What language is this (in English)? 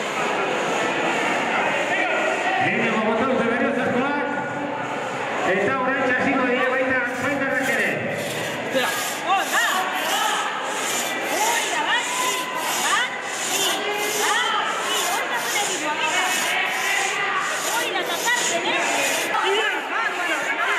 Basque